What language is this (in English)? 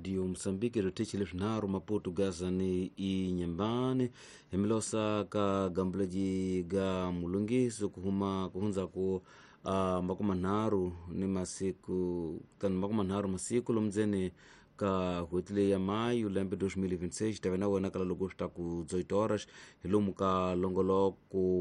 Tsonga